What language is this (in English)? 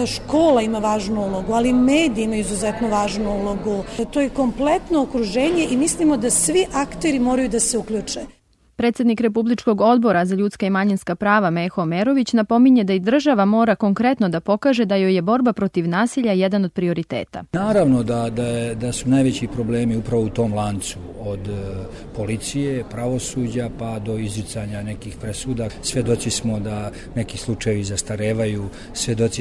Serbian